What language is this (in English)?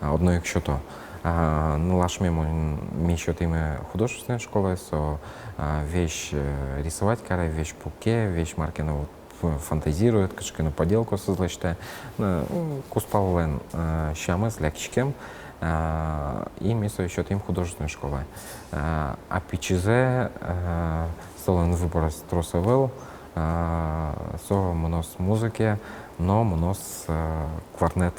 Udmurt